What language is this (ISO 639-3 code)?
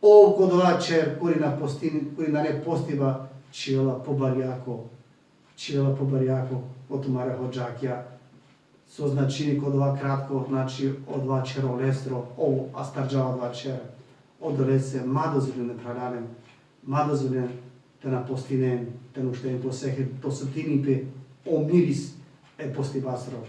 rmn